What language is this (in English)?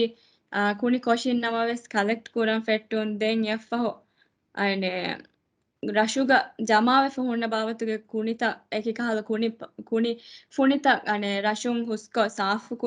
Divehi